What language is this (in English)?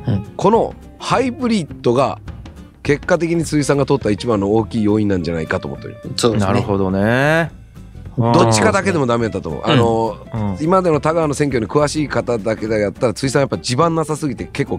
Japanese